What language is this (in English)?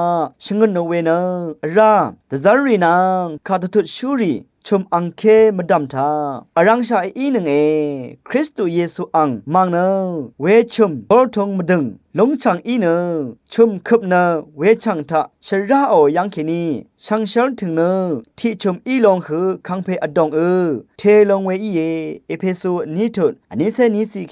Rawang